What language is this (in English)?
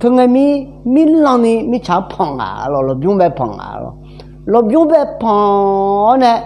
Akha